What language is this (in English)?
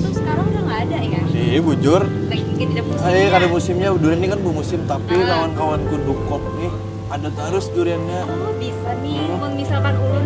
Banjar